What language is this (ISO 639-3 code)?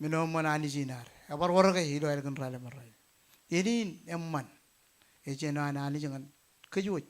mah